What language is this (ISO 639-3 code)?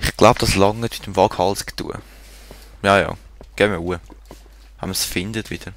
gsw